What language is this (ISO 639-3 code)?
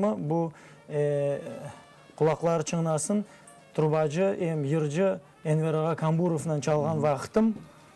crh